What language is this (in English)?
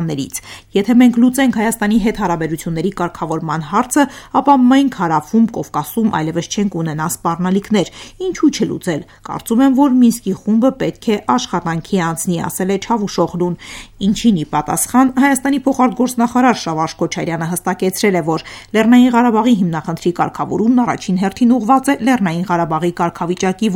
Armenian